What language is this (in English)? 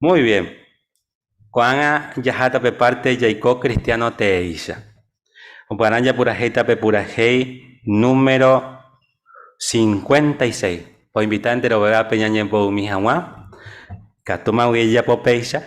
Guarani